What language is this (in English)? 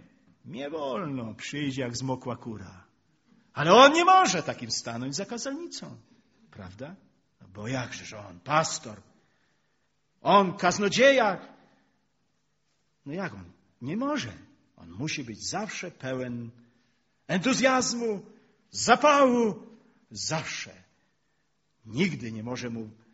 Polish